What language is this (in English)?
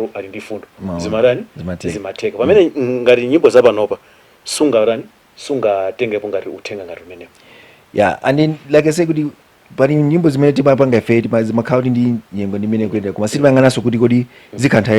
Nyanja